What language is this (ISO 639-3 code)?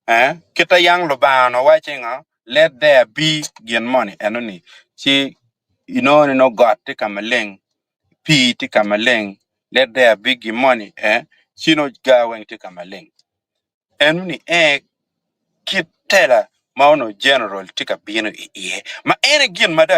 ach